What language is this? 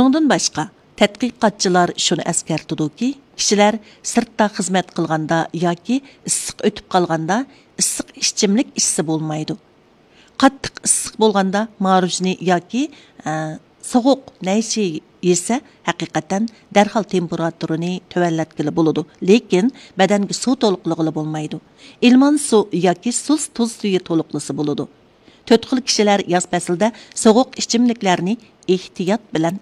Uyghur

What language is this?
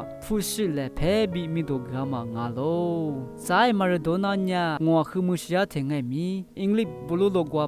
Lisu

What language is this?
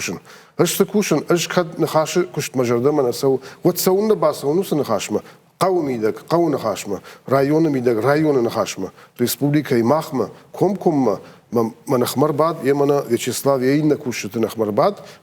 Ossetic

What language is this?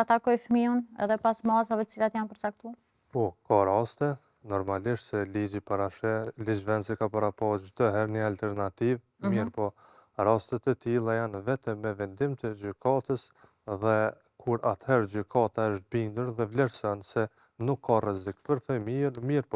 Albanian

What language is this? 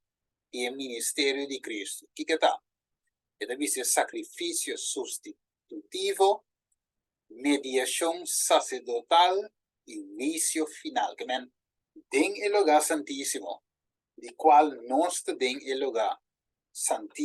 Papiamento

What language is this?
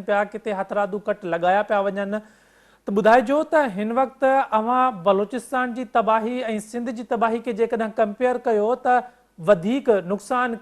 Sindhi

